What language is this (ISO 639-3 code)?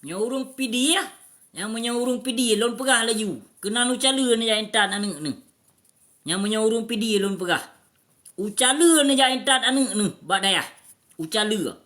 ace